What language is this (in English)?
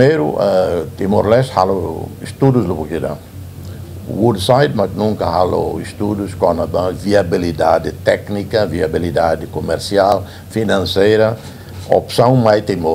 Tetum